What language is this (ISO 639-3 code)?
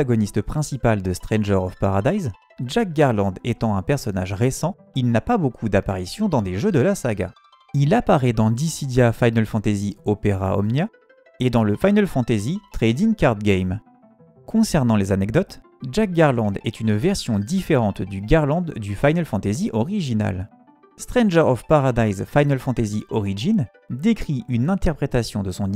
fra